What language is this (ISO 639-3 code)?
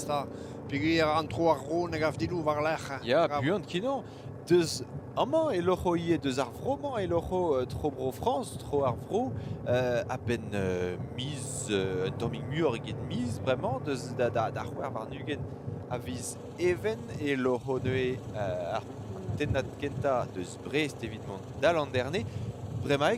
bre